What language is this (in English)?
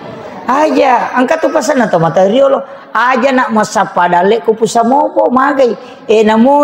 Buginese